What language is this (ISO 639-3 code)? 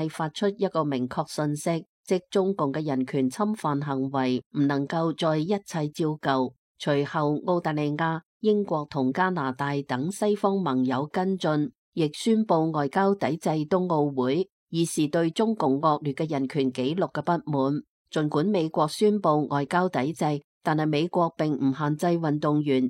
yue